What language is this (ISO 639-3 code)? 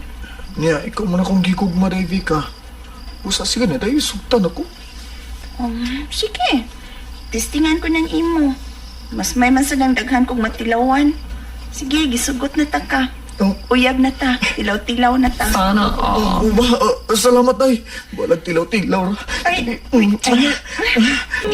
ceb